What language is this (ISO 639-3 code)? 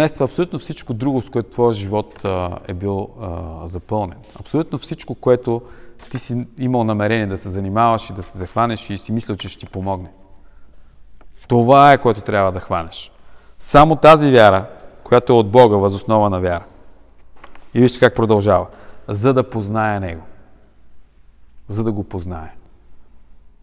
bul